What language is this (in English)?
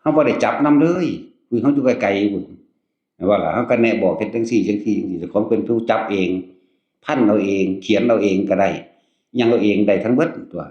Northeastern Thai